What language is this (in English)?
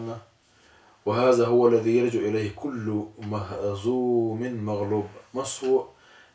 Chechen